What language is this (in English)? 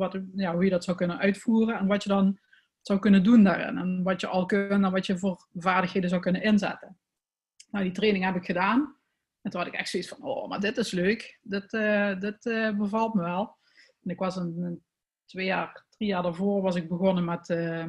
Dutch